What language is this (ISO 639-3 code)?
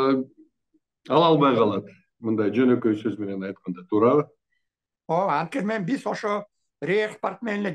kir